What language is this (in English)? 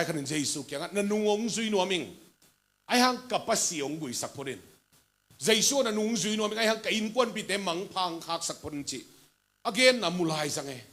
Tedim Chin